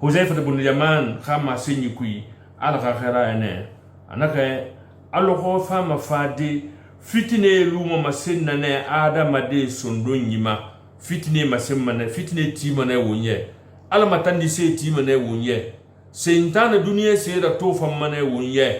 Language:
Susu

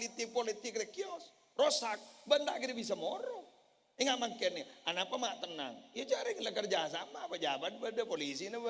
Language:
Madurese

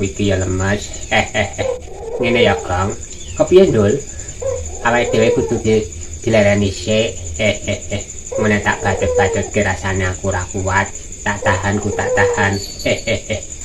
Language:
Javanese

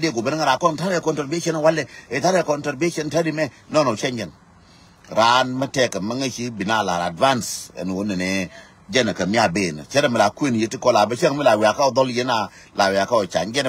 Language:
Nuer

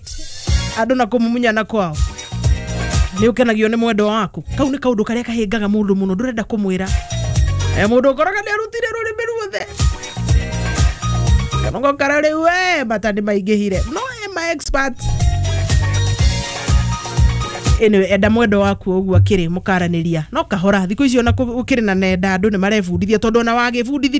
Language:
Kikuyu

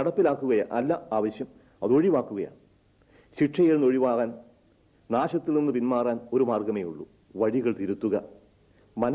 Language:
Malayalam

